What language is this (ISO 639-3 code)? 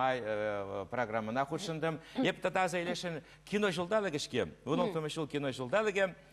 chv